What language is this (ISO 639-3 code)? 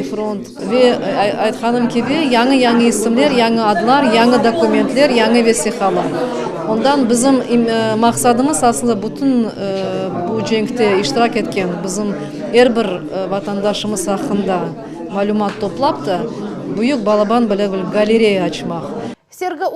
crh